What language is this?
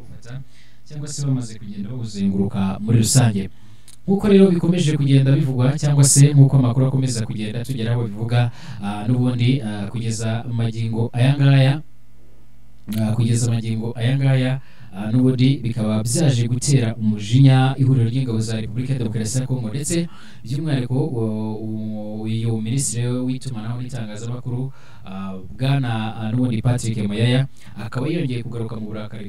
Kinyarwanda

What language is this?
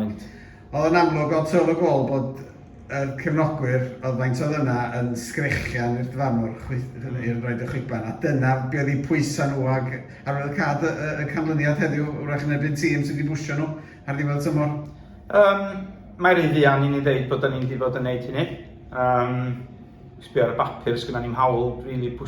Welsh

